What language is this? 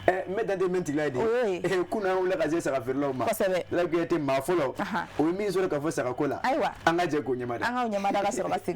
Bambara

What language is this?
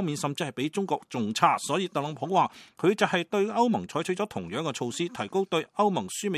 Cantonese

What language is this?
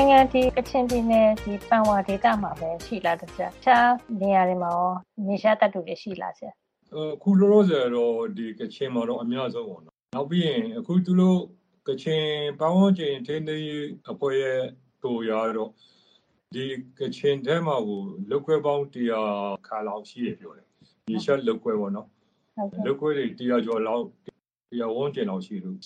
Burmese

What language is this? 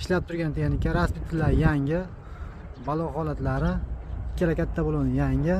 Uzbek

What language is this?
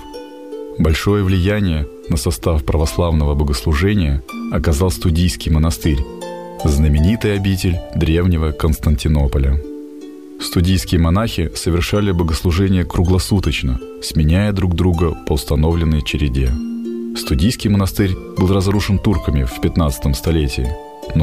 Russian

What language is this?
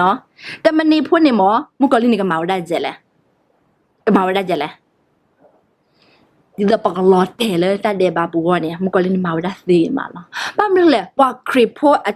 S'gaw Karen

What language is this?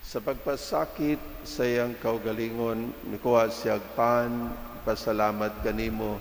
Cebuano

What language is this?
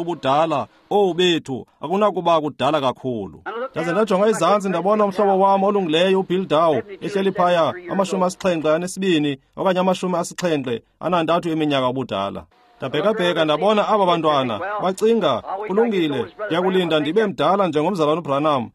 Xhosa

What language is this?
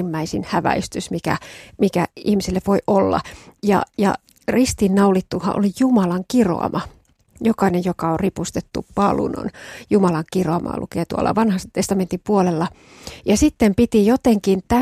Finnish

